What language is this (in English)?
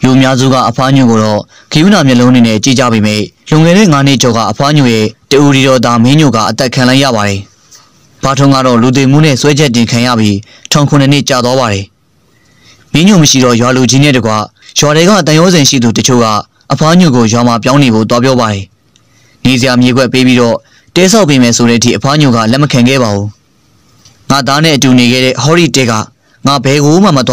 Burmese